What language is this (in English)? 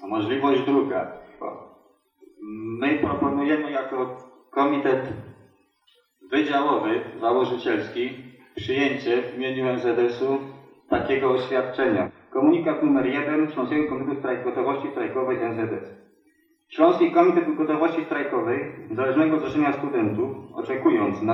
Polish